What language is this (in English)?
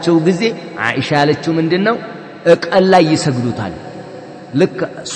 Amharic